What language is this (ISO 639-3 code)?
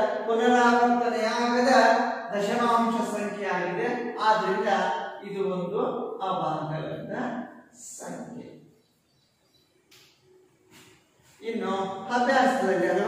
kan